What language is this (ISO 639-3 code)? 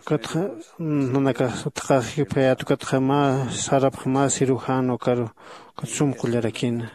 aym